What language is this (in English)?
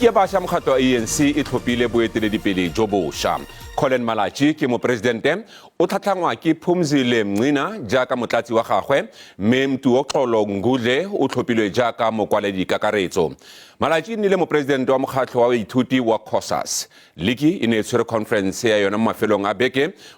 Tswana